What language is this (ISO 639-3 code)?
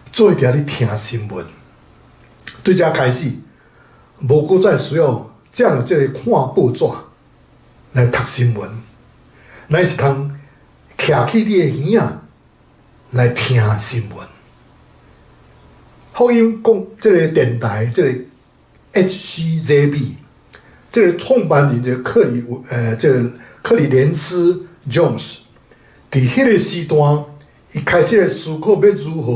nan